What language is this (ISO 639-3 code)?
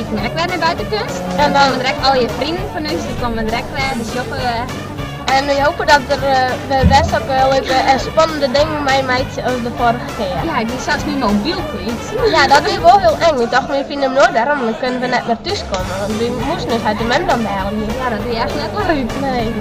fry